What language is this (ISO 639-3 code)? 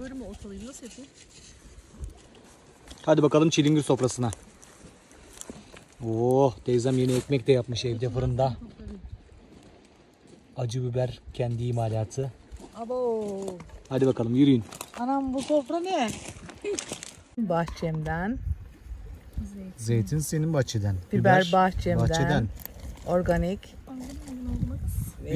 tur